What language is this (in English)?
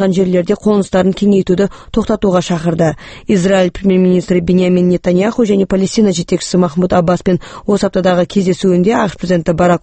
Kazakh